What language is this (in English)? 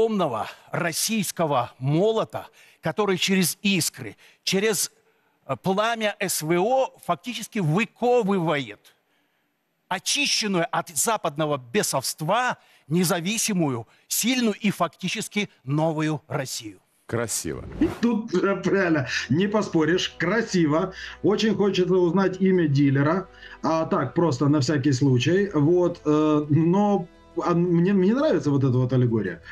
Russian